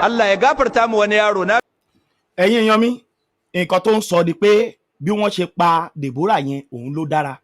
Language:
Yoruba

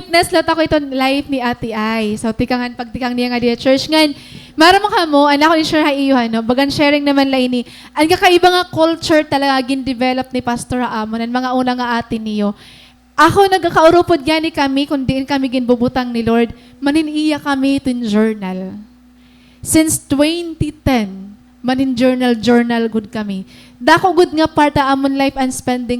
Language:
Waray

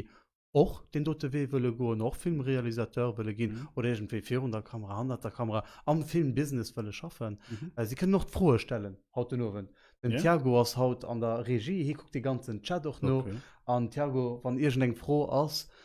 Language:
Luxembourgish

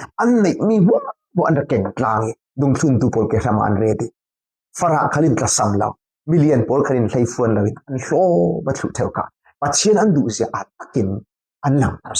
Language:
Falam Chin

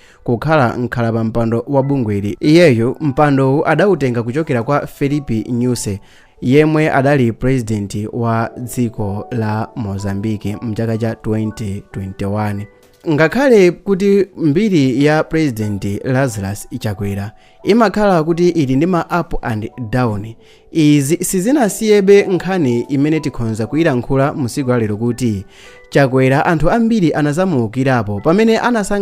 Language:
Nyanja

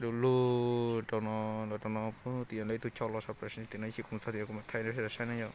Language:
Hmong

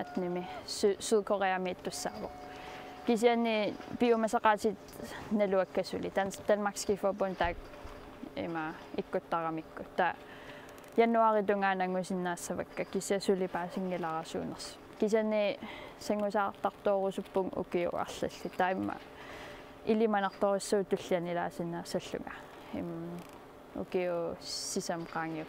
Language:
Kalaallisut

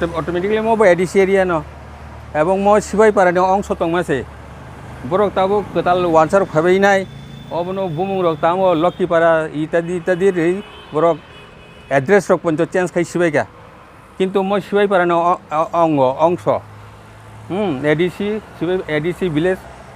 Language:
Kok Borok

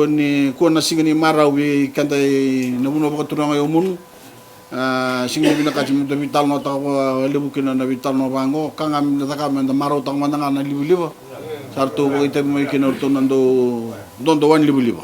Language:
Fijian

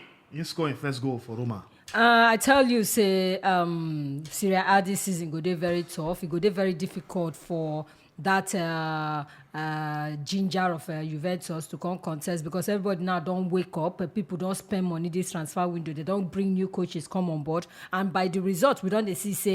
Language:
Nigerian Pidgin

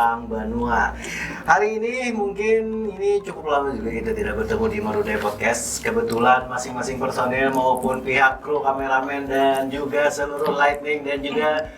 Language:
Banjar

